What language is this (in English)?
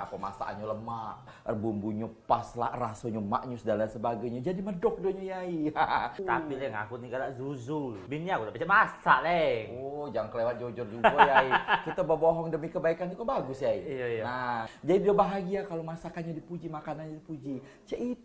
Musi